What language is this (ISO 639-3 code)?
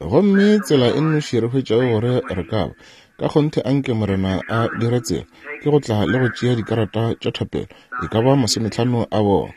nso